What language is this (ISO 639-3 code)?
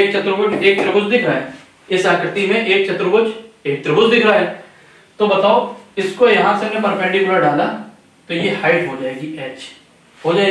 hin